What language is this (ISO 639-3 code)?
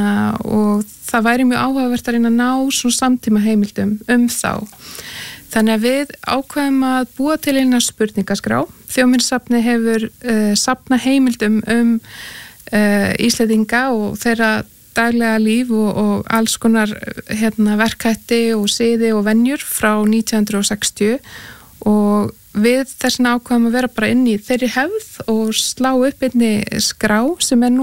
isl